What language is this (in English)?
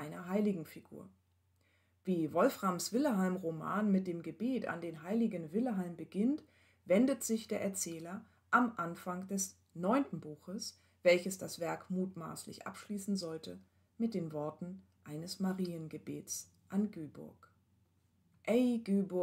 German